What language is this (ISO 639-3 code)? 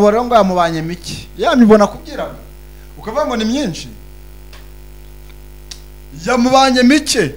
kin